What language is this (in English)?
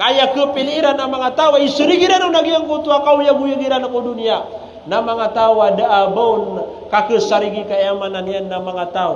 Maranao